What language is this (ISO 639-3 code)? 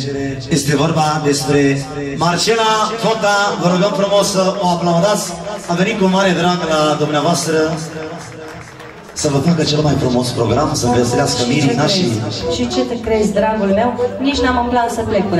ron